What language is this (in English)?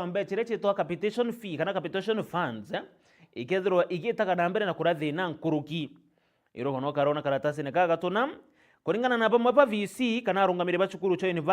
Meru